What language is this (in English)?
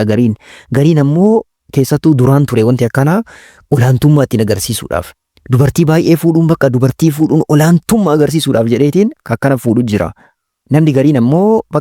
Oromo